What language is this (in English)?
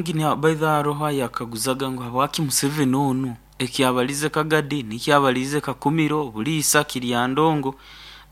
Nyoro